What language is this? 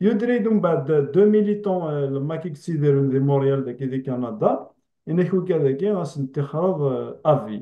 Kabyle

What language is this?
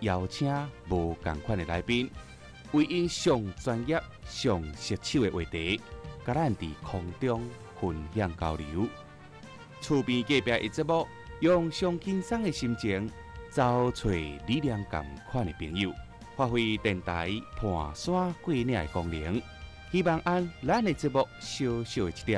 Min Nan Chinese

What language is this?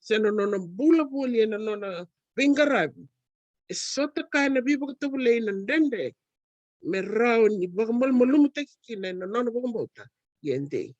Fijian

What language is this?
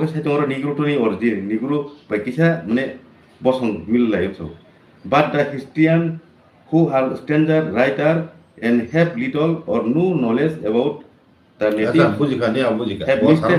Kok Borok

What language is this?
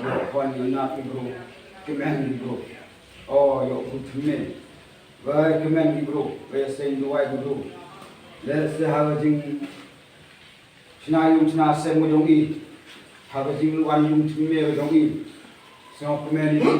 Khasi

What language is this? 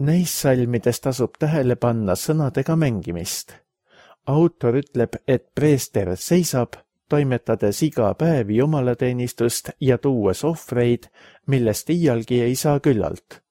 Estonian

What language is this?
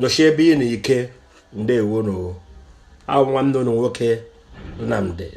Igbo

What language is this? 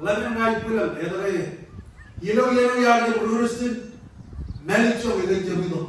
Marshallese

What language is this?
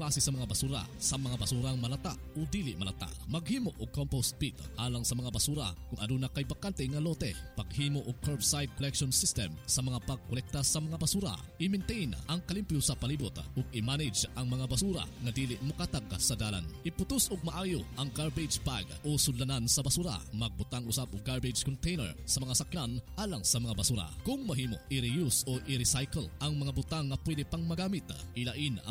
Cebuano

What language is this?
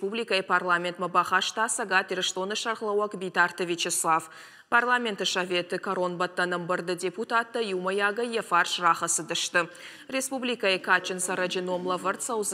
Ossetic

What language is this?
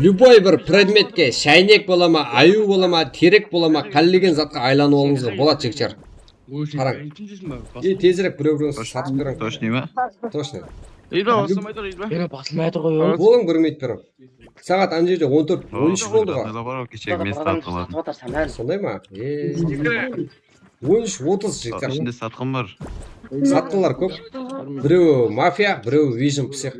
Kara-Kalpak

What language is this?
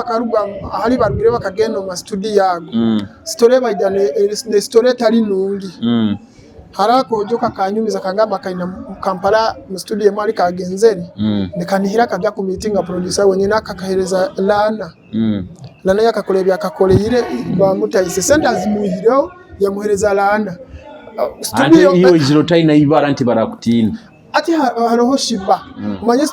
Nyoro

